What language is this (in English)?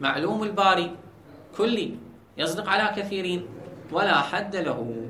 Mesopotamian Arabic